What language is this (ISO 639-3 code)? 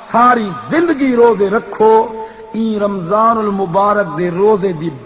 skr